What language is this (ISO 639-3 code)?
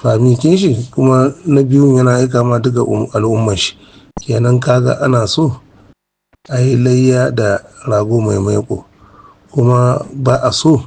hau